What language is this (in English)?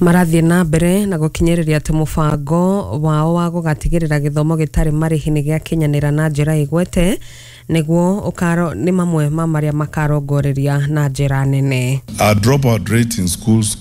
Kikuyu